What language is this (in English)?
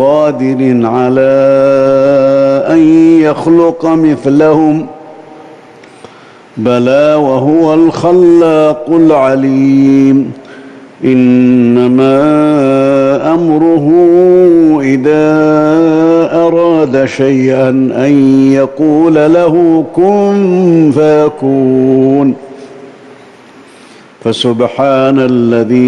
Arabic